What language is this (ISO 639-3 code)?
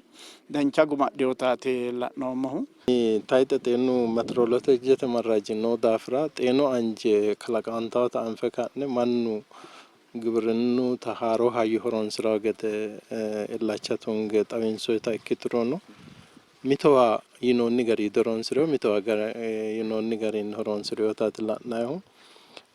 sid